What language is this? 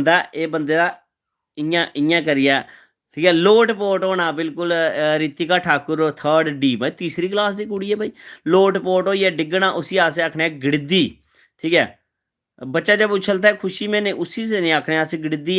Dogri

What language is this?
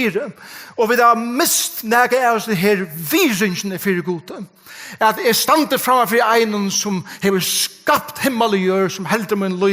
Faroese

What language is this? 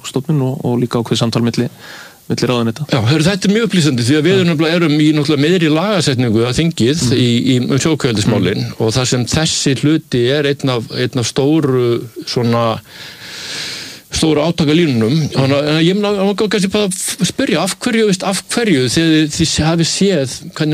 Icelandic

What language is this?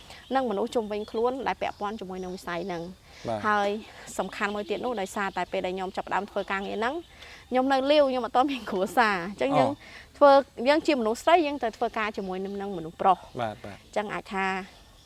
Khmer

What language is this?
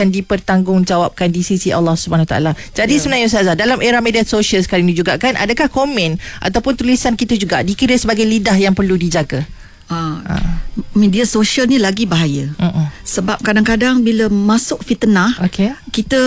Malay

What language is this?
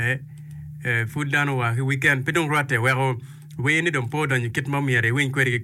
Acoli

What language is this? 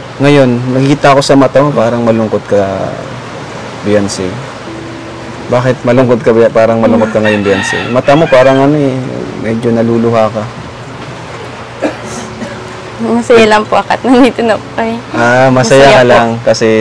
Filipino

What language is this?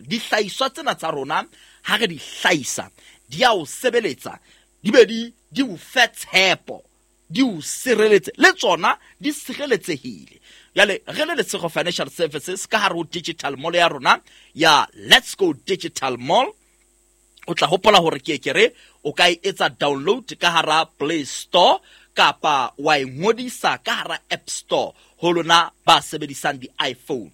Southern Sotho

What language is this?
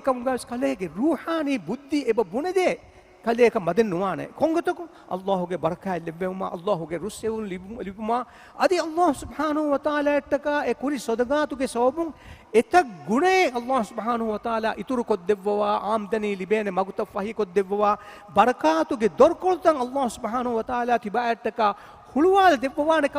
Divehi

